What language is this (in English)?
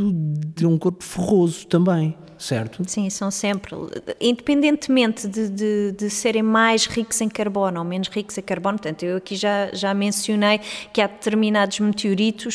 Portuguese